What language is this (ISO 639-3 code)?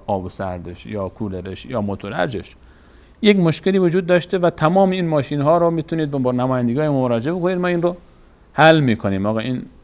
fas